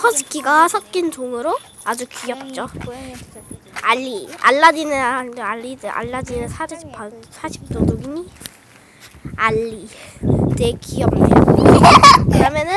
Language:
Korean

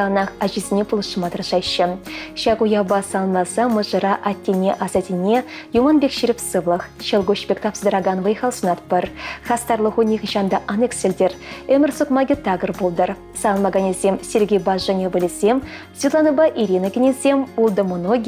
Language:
Chuvash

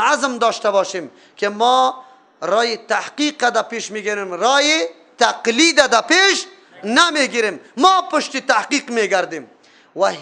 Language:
Persian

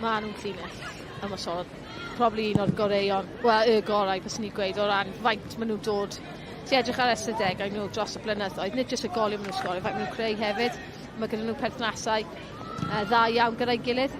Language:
Welsh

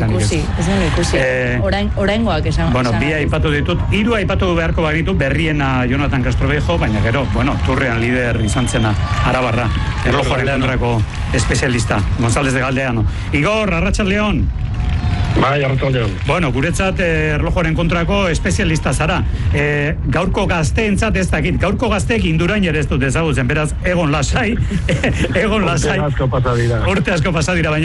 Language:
Basque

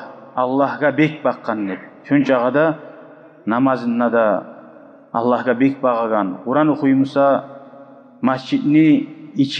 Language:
Kumyk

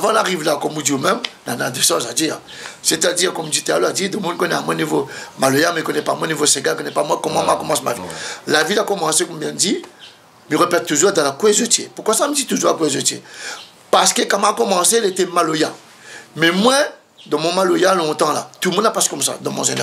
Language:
Réunion Creole French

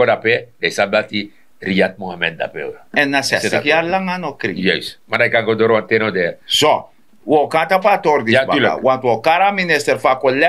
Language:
Sranan Tongo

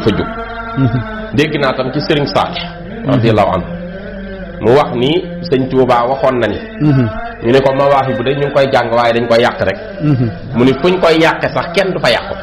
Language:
Wolof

